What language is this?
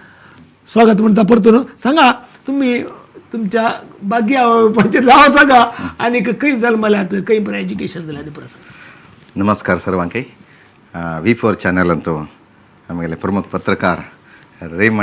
Konkani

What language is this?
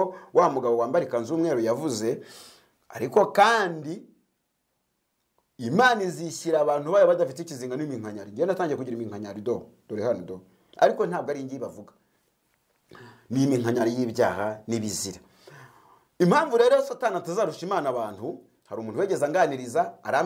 Kinyarwanda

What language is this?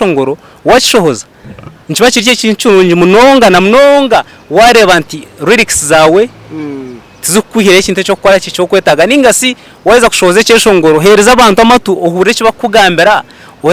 Nyankole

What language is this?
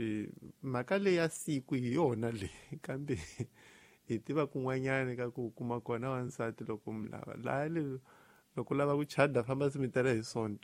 Tsonga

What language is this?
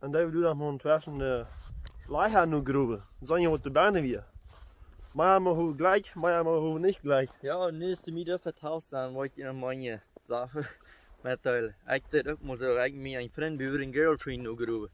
Plautdietsch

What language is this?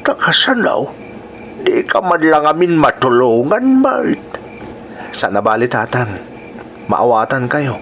Iloko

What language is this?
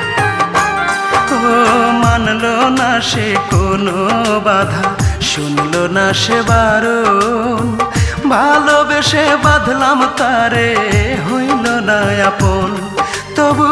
Bangla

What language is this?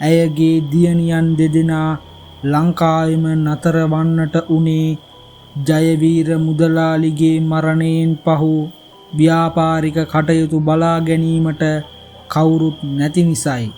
Sinhala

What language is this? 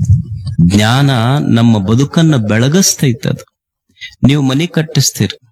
Kannada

